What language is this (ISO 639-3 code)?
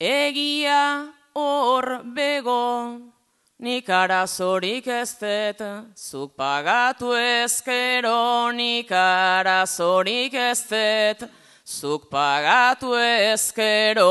eus